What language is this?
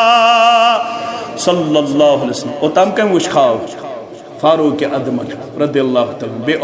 Kashmiri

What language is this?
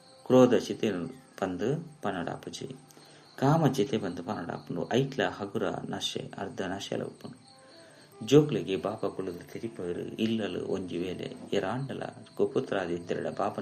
Tulu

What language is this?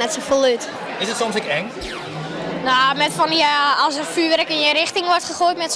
Western Frisian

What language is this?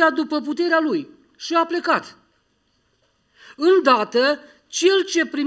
Romanian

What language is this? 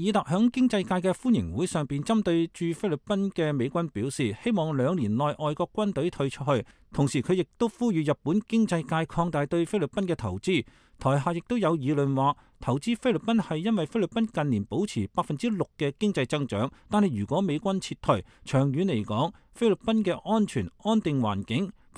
Cantonese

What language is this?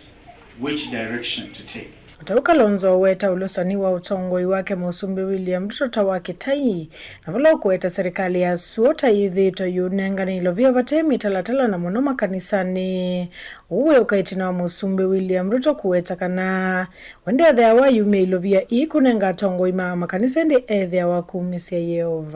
Kamba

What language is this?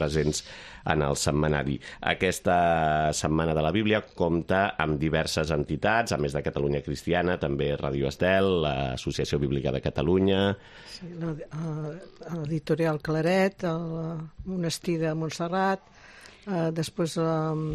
Catalan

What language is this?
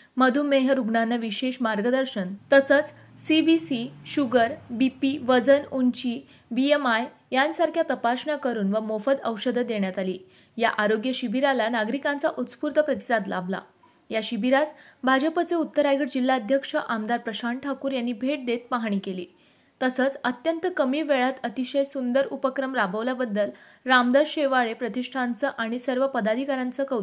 Marathi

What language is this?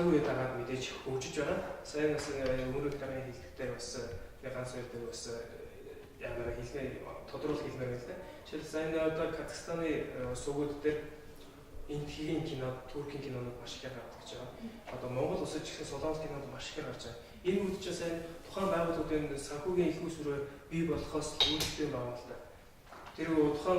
Mongolian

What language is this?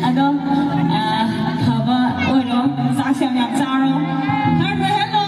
Manipuri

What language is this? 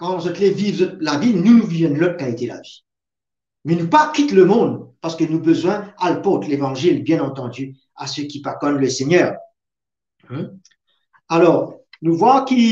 Morisyen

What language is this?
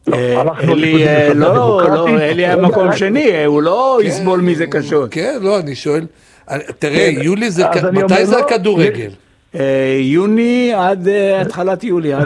Hebrew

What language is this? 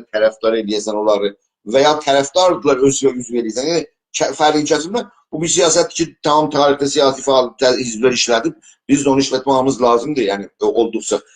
South Azerbaijani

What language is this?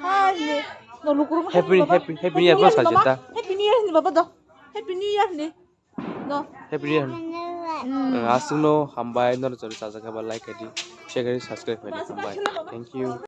Kok Borok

